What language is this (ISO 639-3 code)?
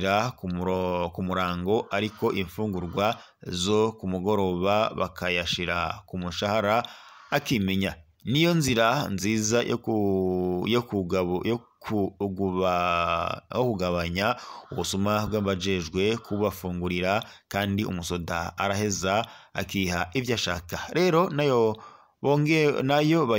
run